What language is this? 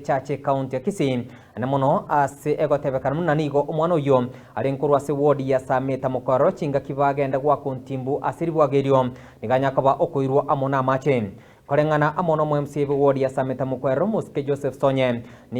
Gusii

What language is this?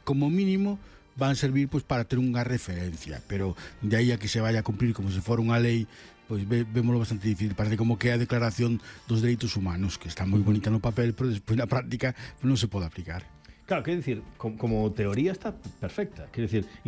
Galician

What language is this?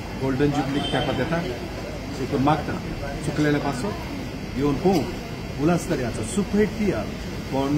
Konkani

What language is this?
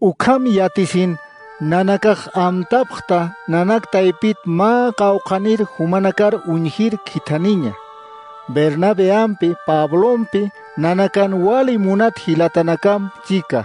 Aymara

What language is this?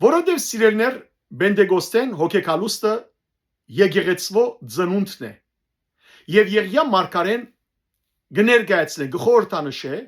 Western Armenian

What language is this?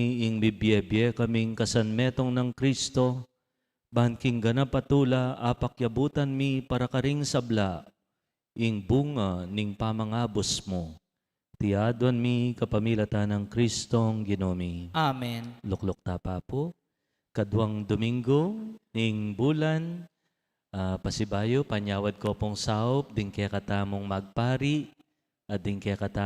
Pampanga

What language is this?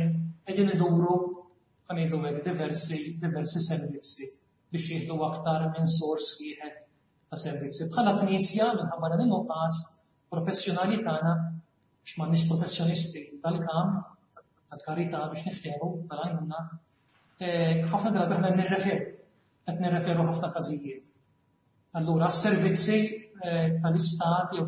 Maltese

